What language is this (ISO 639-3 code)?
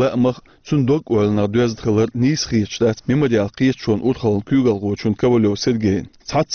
che